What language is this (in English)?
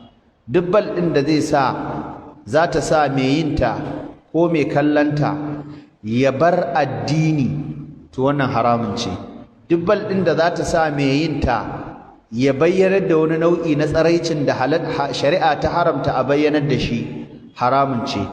Hausa